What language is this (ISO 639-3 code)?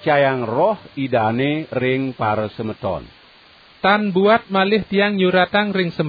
ban